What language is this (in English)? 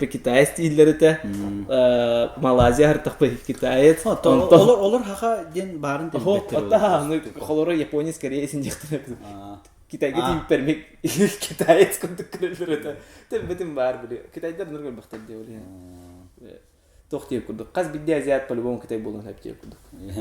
Yakut